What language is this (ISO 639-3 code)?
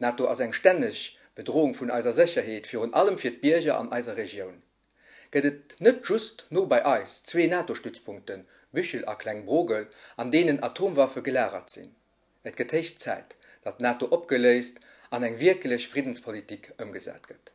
ltz